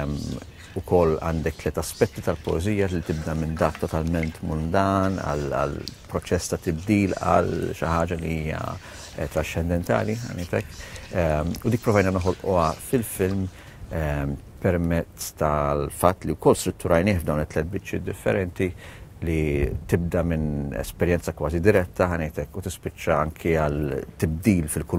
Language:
Maltese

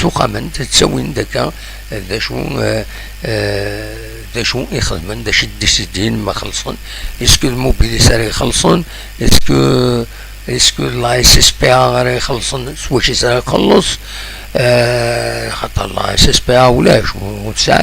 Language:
Kabyle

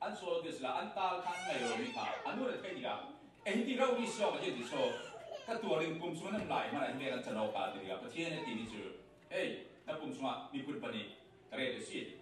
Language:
Falam Chin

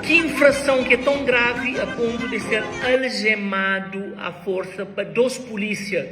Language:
Kabuverdianu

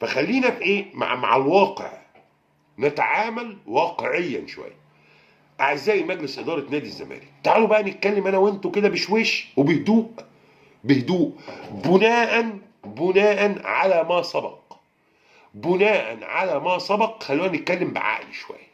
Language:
Egyptian Arabic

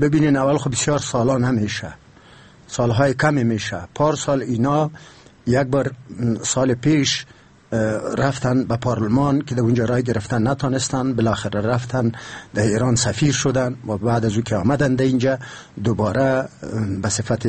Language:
Persian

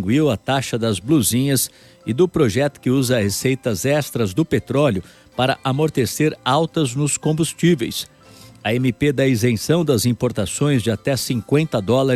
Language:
Portuguese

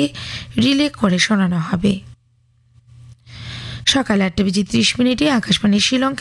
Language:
Bangla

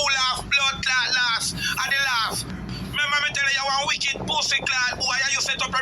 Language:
Jamaican Creole English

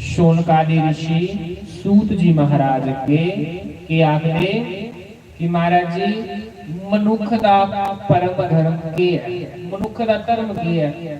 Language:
Dogri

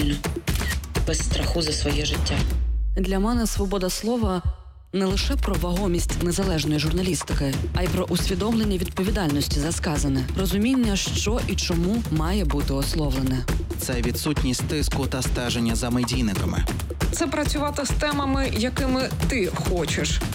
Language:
Ukrainian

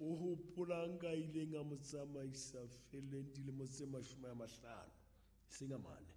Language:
Southern Sotho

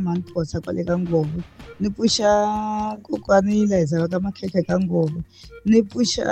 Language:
Tsonga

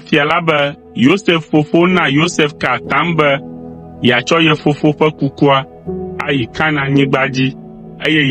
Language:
Ewe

